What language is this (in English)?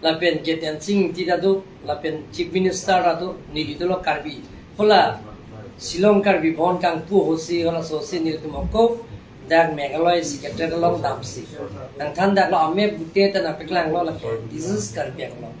Karbi